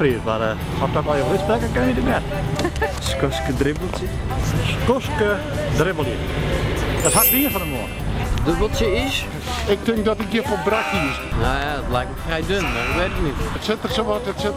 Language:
Western Frisian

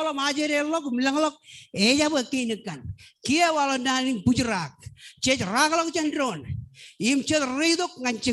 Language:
Marshallese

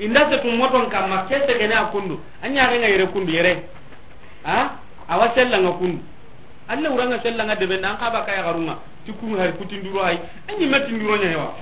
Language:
Soninke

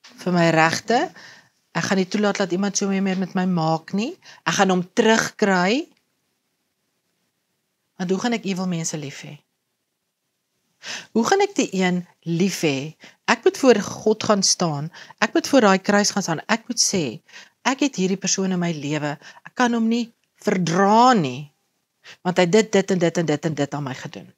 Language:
Afrikaans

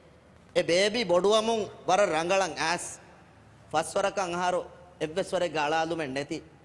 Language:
Divehi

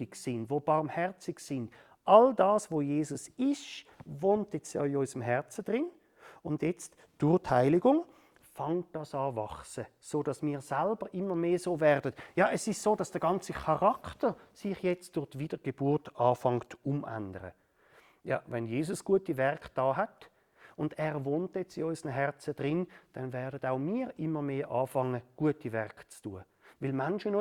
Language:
Swiss German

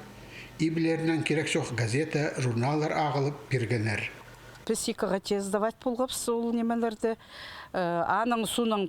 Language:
Khakas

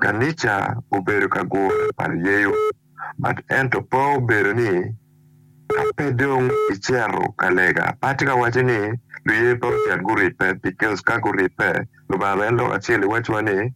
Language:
Acoli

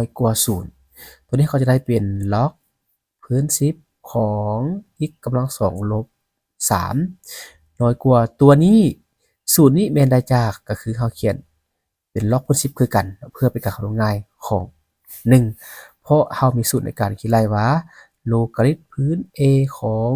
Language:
Lao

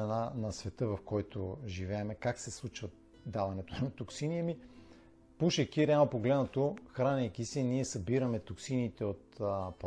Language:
Bulgarian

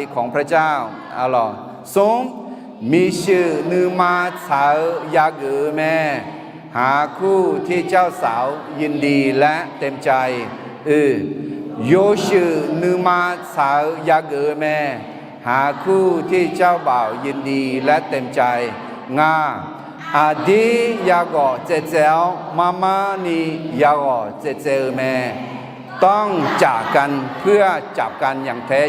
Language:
Akha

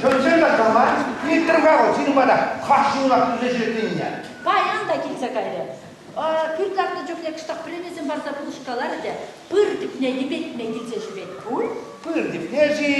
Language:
Chuvash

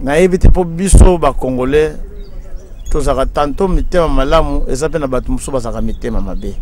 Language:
Lingala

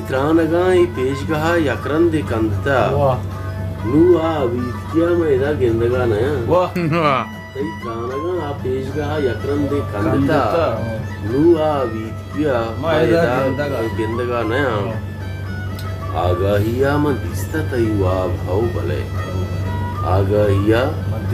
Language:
Baluchi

